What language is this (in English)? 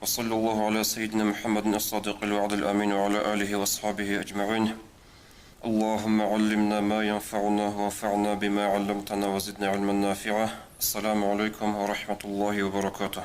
Avaric